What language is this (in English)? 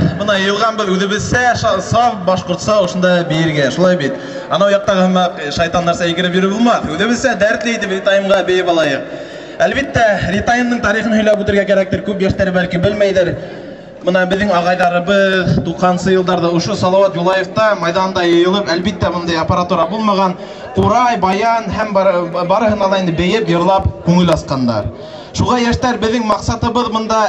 Bashkir